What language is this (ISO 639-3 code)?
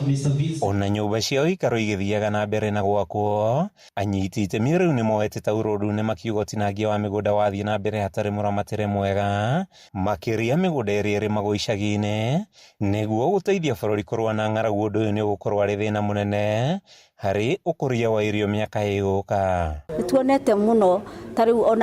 kik